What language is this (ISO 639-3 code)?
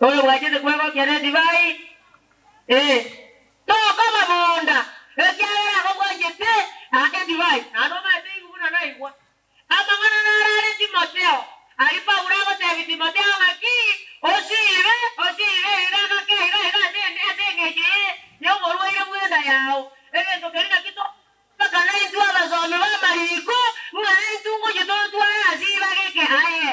guz